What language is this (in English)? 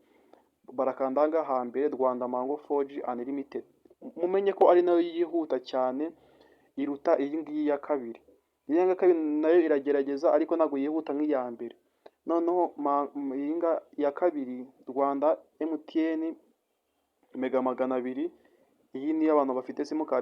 Kinyarwanda